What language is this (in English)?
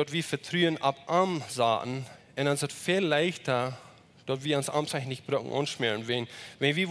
Plautdietsch